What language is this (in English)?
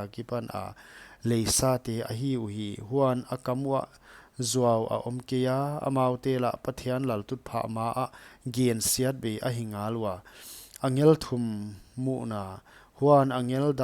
Paite Chin